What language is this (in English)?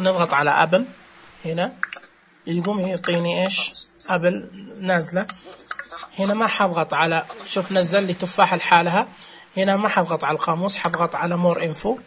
Najdi Arabic